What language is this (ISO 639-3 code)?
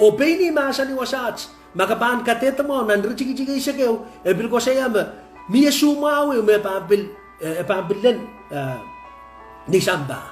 pon